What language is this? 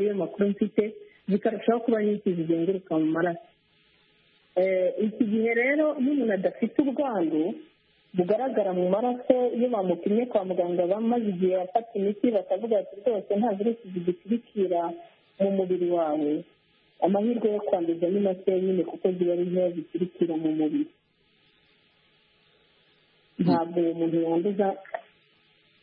Kinyarwanda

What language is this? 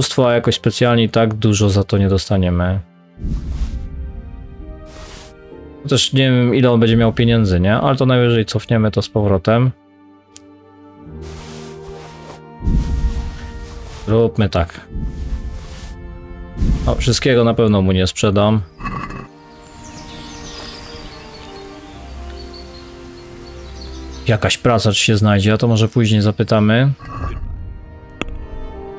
Polish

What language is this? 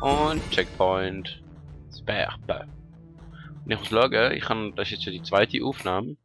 Swiss German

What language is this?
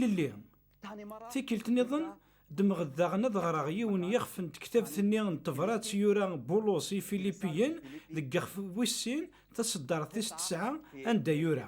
Kabyle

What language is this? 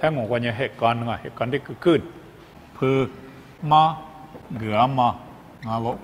Lisu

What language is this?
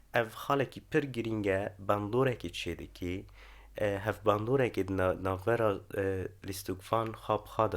Kurdish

